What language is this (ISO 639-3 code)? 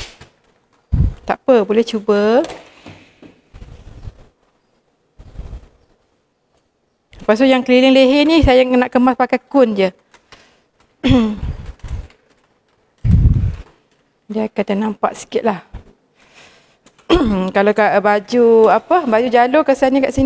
msa